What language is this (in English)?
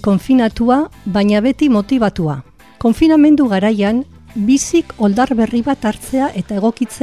Basque